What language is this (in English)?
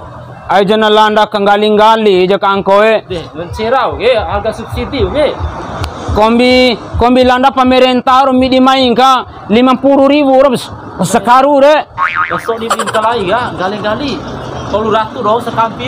Bima